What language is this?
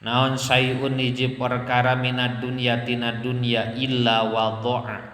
Sundanese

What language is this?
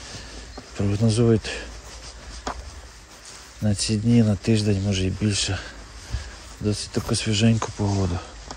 Ukrainian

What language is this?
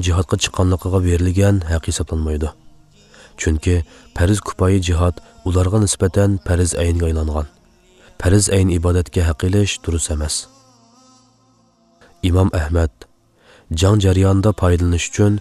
Uyghur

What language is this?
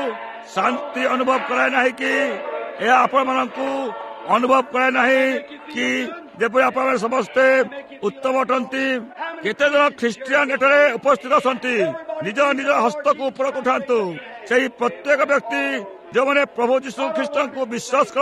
Odia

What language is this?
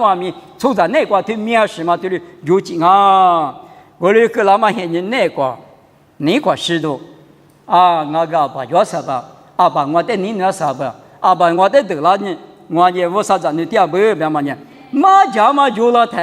Lisu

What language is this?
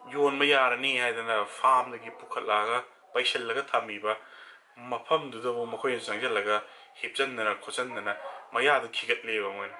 Manipuri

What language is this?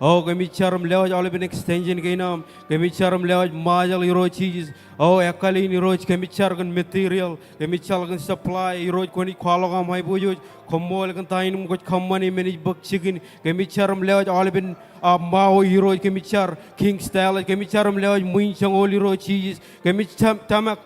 Marshallese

